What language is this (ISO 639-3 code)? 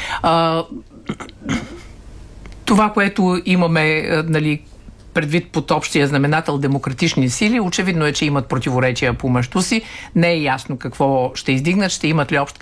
bul